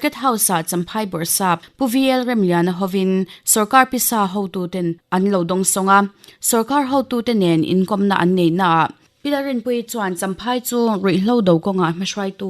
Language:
Mizo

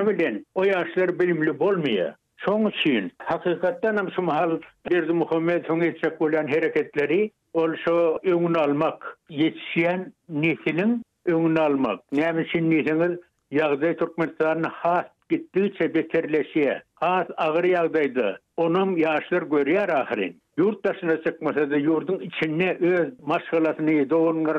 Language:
Turkmen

